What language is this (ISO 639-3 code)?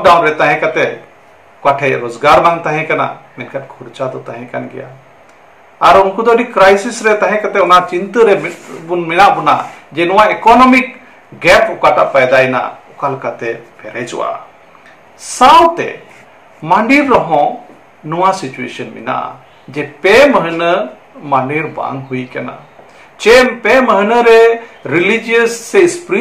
sat